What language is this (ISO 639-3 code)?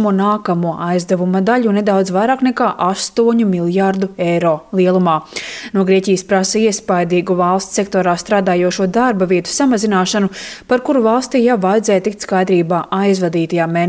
lav